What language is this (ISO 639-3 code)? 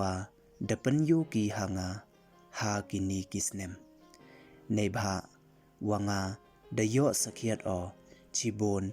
pbv